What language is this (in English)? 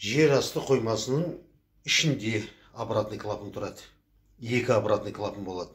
Kazakh